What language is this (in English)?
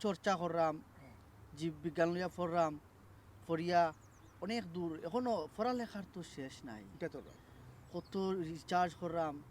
Sylheti